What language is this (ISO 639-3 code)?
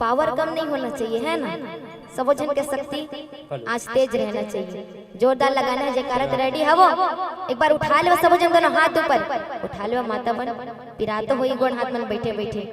hne